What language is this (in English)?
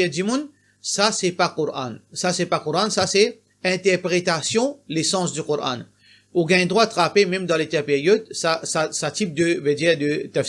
Morisyen